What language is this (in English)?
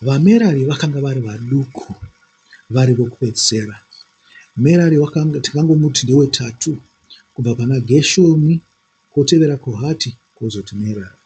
Shona